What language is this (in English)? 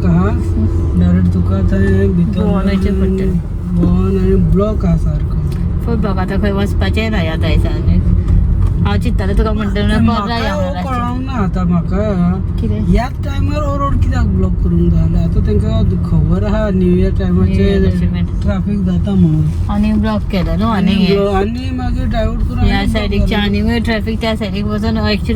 Konkani